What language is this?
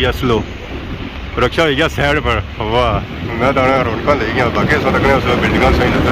Pahari-Potwari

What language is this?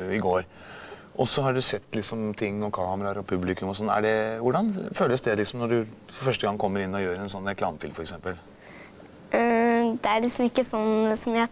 Norwegian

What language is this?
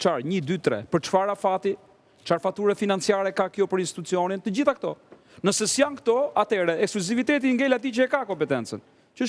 Albanian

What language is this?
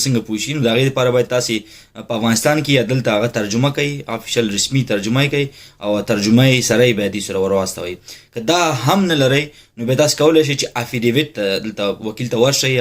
Pashto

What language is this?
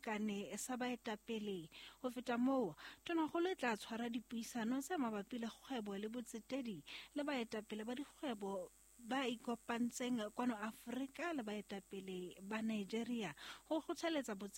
Southern Sotho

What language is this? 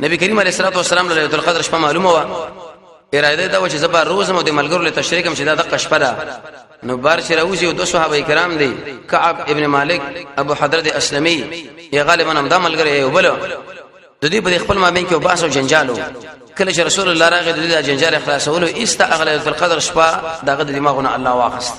Pashto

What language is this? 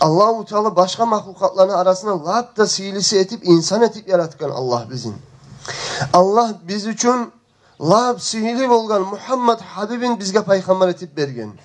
Kumyk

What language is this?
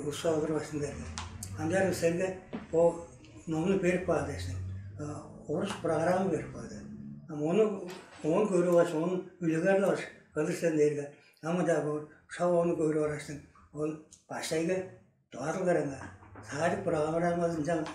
Tuvinian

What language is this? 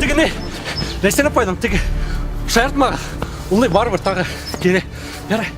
Bashkir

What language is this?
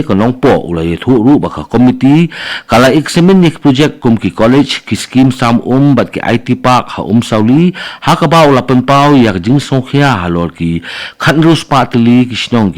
Khasi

